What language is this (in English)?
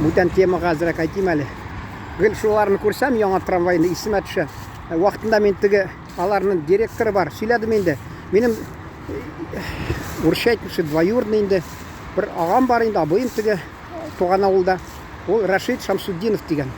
Tatar